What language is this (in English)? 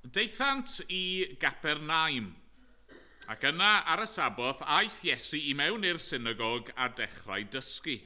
Welsh